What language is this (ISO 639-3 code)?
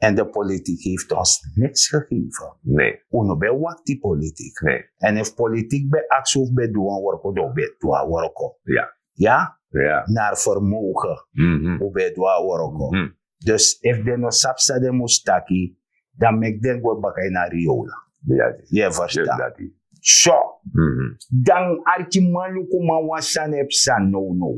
srn